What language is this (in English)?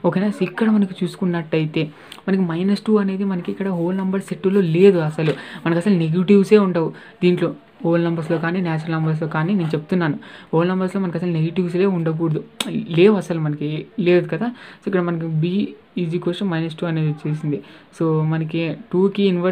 Telugu